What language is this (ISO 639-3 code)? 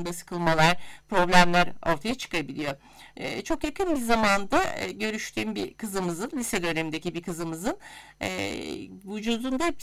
tur